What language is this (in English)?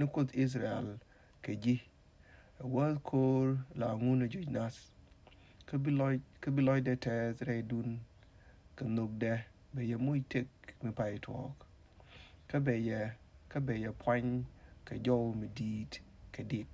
Nuer